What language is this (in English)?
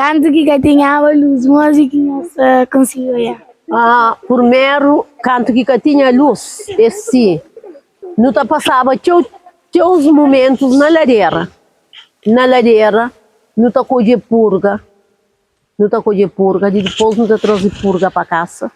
Kabuverdianu